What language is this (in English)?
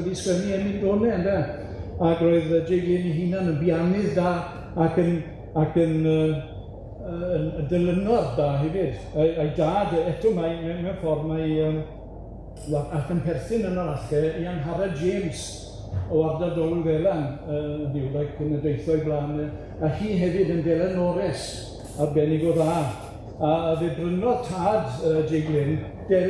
Welsh